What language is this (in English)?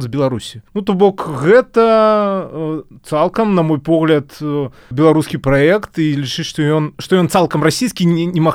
Belarusian